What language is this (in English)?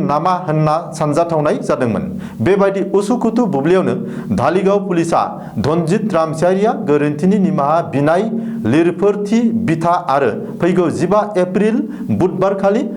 Bodo